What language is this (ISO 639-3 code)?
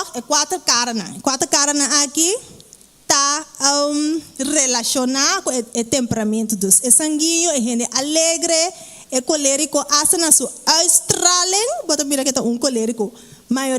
pap